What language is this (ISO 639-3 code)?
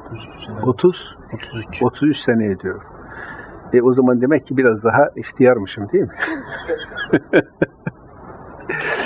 tur